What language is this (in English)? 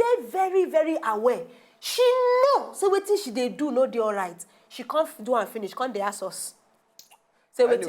Nigerian Pidgin